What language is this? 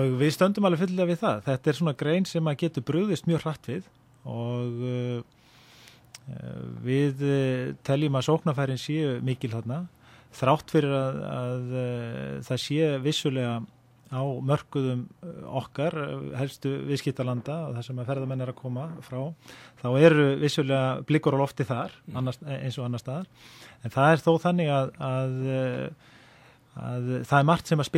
Icelandic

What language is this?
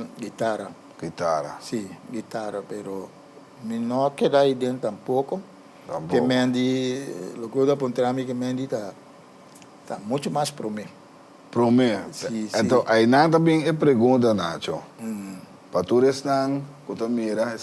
Papiamento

